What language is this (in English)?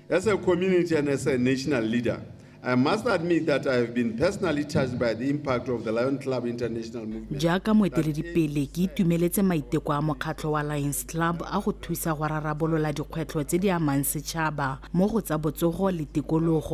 Tswana